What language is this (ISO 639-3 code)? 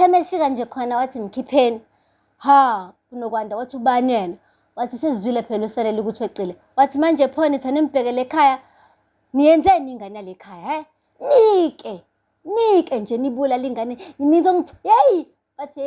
zul